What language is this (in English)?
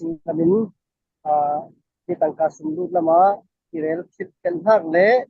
Falam Chin